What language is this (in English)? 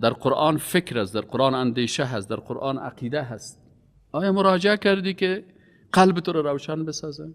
Persian